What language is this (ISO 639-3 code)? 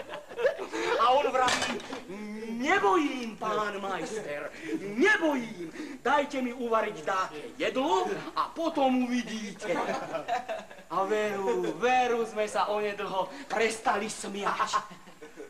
slk